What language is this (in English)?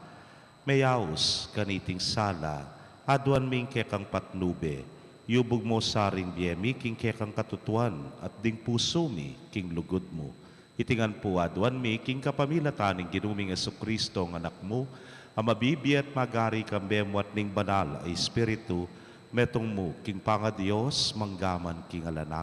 Pampanga